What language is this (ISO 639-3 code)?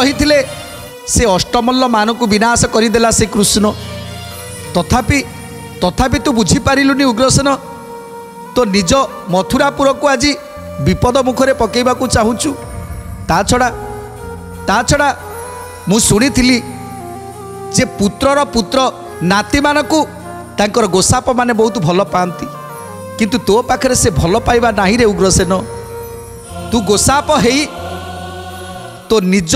ori